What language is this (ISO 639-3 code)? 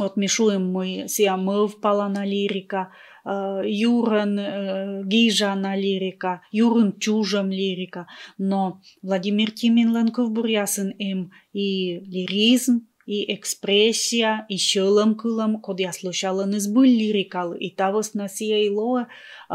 kom